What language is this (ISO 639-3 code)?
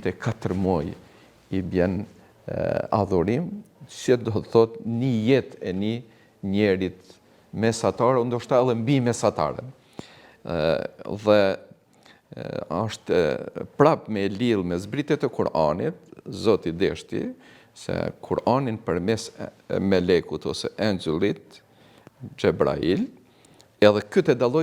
sqi